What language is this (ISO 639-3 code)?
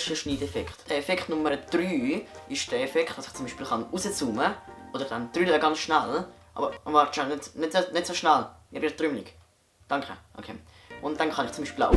gsw